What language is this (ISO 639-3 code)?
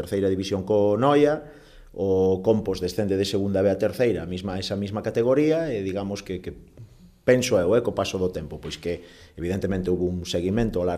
glg